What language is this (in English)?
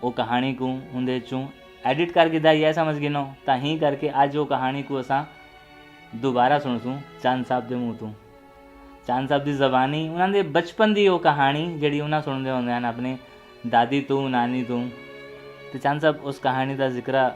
Saraiki